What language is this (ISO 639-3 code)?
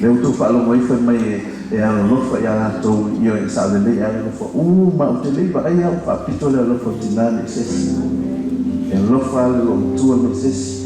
smo